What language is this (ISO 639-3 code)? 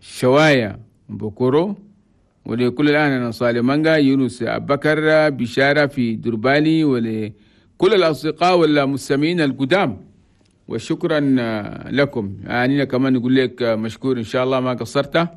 shu